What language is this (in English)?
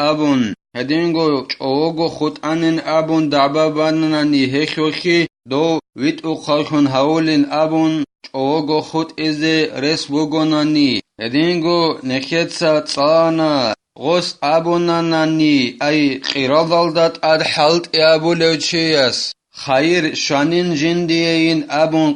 Avaric